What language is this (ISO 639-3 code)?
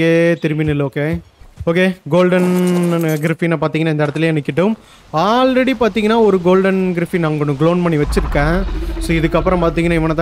tam